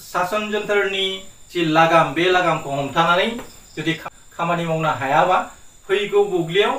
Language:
Bodo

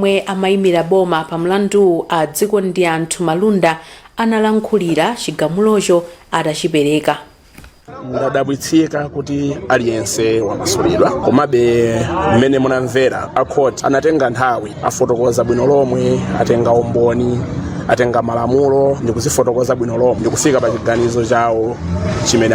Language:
Nyanja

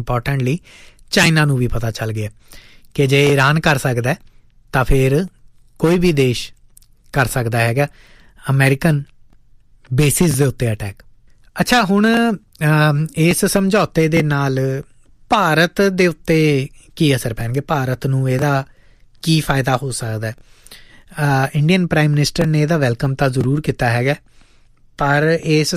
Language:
Punjabi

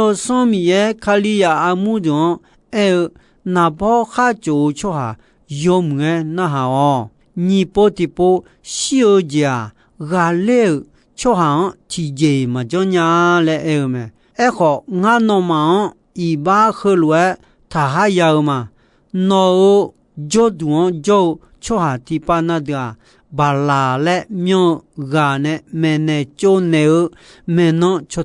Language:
Akha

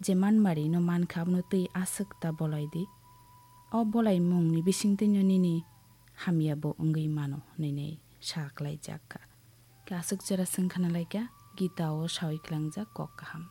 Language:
Kok Borok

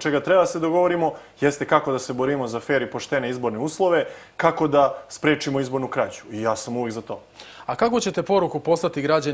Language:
Serbian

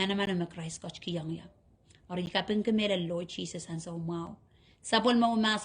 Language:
Pohnpeian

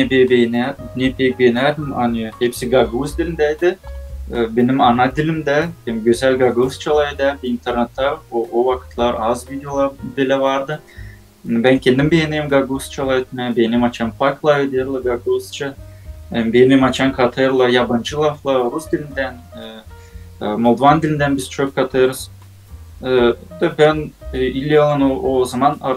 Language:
Gagauz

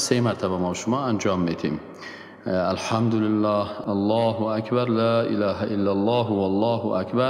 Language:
Persian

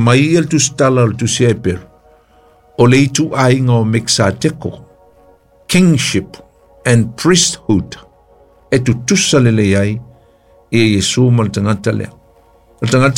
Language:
Samoan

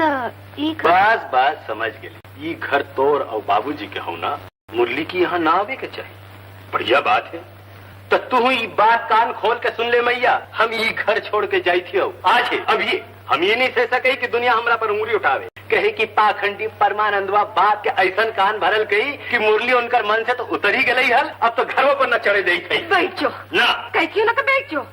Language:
Magahi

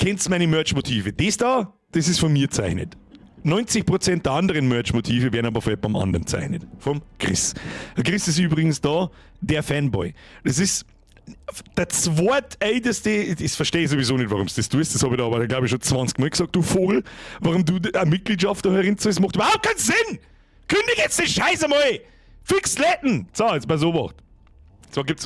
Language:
Bavarian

